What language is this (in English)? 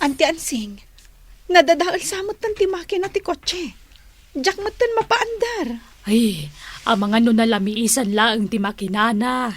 Iloko